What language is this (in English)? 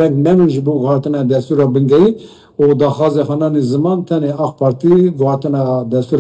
Kurdish